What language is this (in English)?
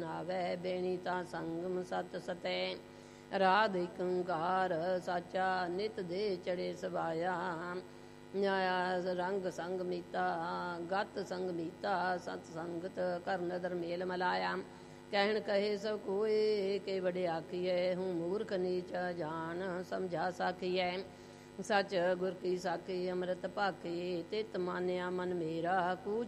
Punjabi